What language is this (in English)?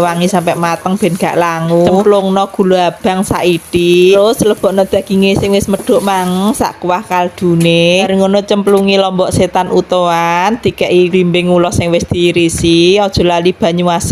Javanese